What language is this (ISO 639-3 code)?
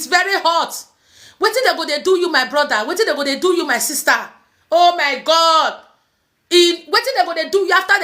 pcm